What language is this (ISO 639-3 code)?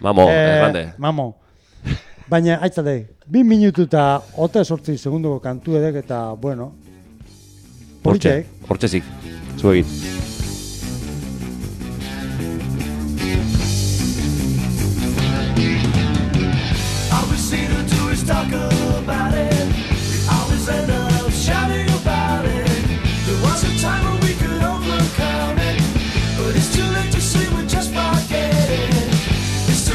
eus